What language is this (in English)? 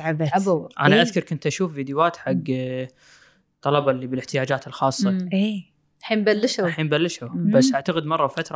Gulf Arabic